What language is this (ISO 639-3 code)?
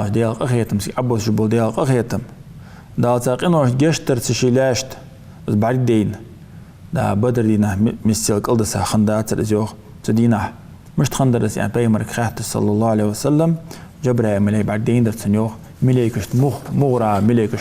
inh